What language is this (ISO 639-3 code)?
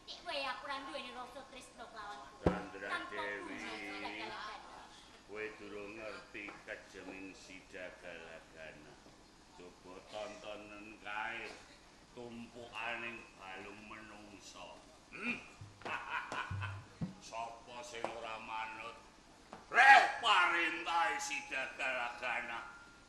jav